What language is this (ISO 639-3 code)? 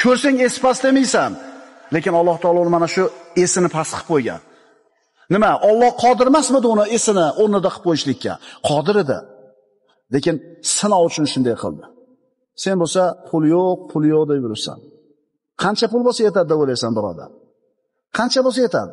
uzb